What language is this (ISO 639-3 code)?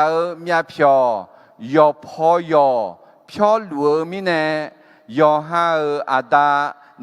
ahk